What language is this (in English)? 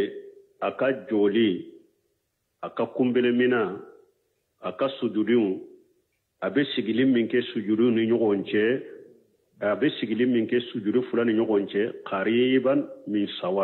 Bambara